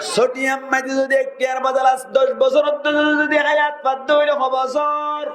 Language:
Rohingya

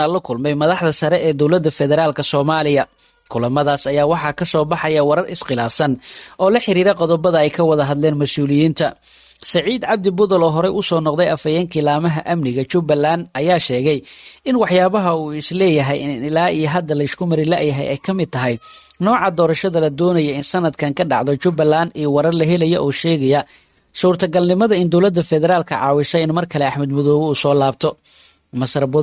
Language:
Somali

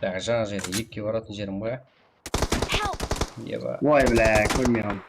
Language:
Kara-Kalpak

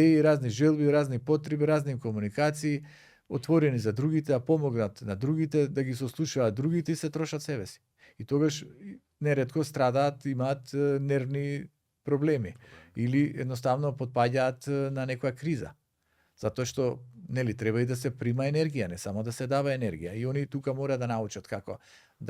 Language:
Macedonian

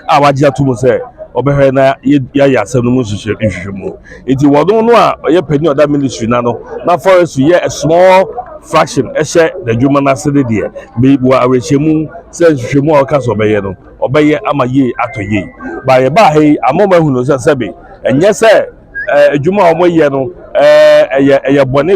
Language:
Akan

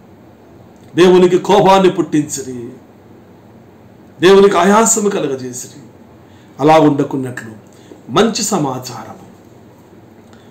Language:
Telugu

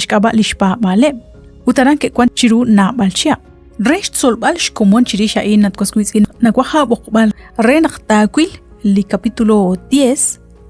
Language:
Kekchí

